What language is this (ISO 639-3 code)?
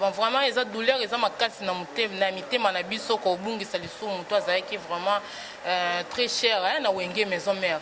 lin